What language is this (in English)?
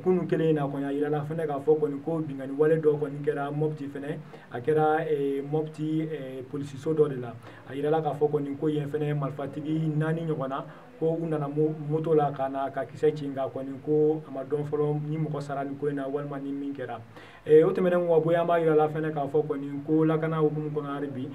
Bambara